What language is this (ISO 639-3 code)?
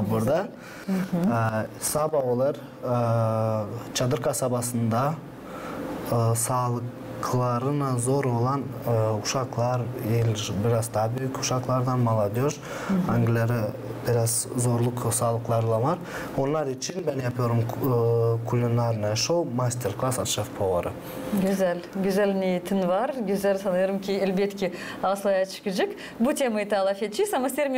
gag